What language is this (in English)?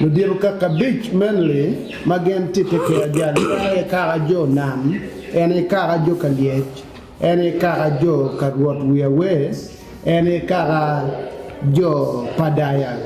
Acoli